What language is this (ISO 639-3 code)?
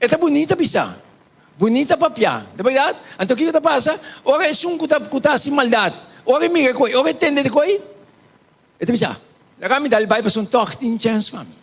pap